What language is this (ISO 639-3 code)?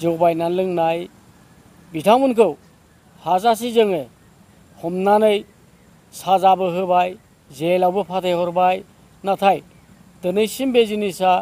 brx